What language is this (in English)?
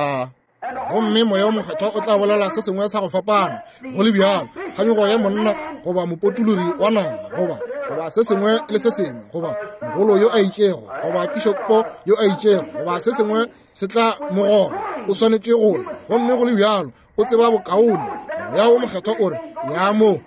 Northern Sotho